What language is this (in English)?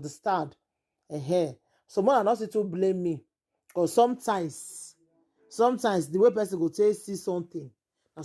Nigerian Pidgin